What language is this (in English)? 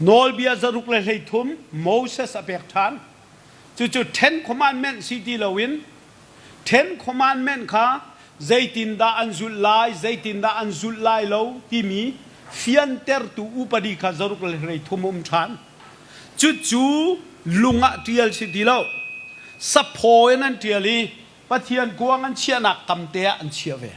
Hakha Chin